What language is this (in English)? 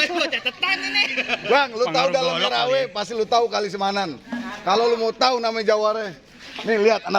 Betawi